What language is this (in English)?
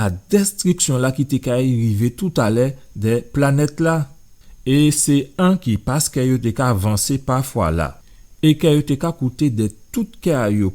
Guadeloupean Creole French